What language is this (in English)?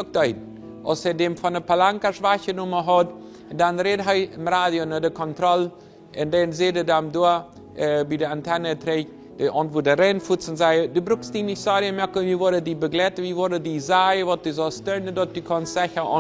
Plautdietsch